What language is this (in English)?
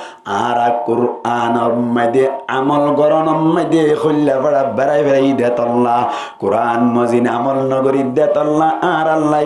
Rohingya